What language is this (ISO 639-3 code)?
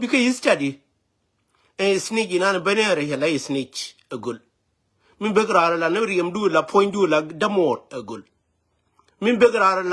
nus